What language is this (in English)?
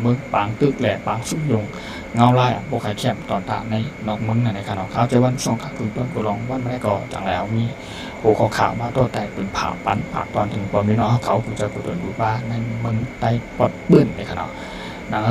Shan